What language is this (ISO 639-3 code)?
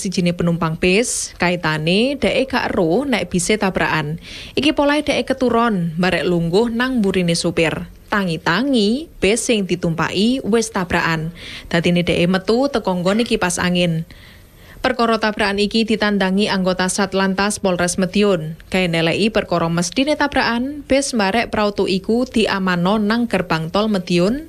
jav